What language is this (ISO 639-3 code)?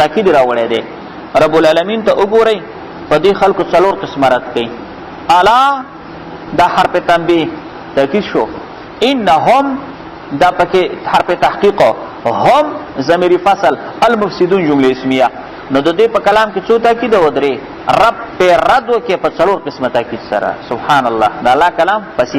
pus